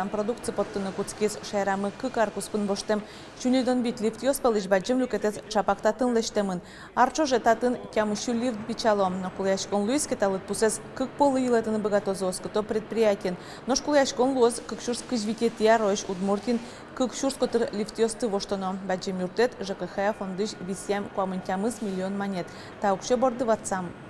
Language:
Udmurt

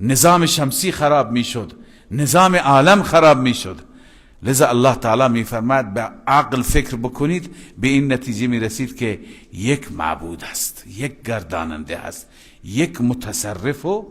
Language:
Persian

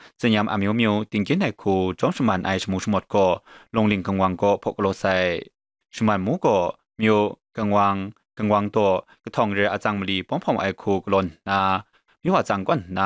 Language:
Kachin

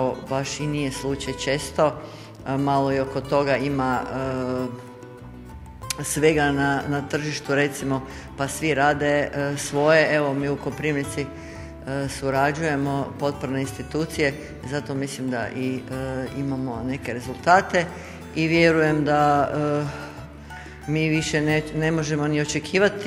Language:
Croatian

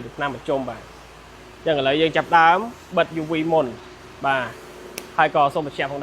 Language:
Khmer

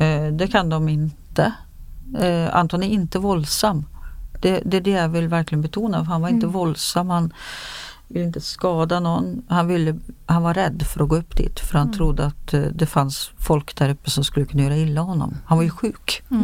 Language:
Swedish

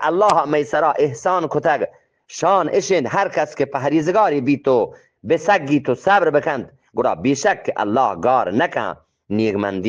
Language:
Eastern Balochi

